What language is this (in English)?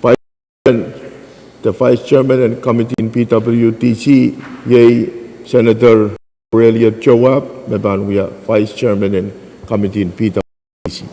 Pohnpeian